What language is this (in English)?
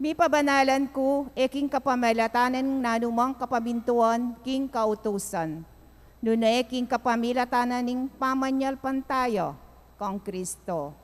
Pampanga